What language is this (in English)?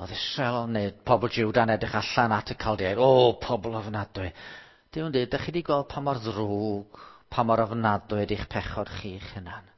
Welsh